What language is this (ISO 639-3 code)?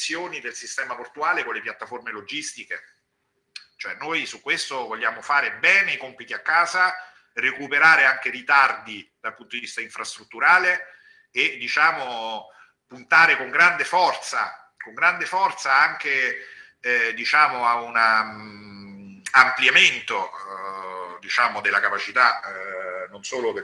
ita